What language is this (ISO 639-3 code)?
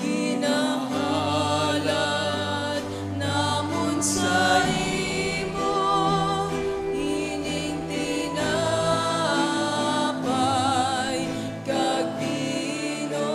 hil